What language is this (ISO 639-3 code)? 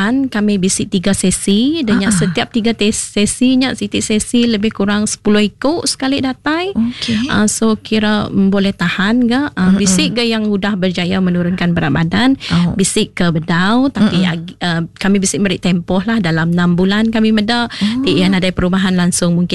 iba